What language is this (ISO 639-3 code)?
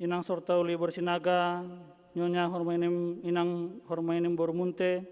bts